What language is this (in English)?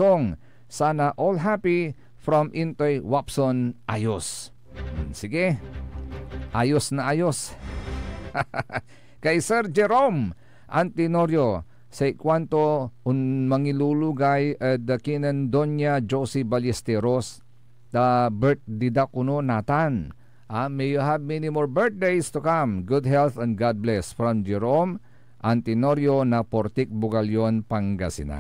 Pangasinan